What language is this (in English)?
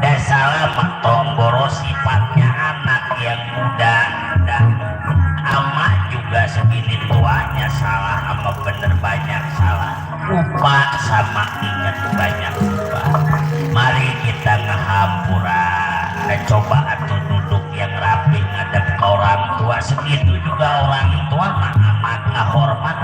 Betawi